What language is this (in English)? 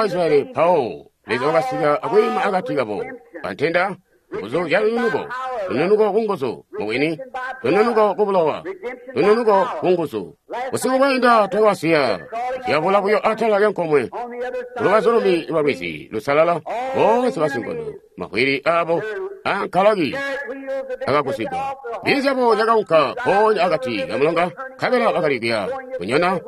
Tonga (Zambia)